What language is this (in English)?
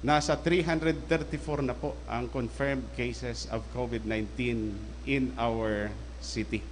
Bikol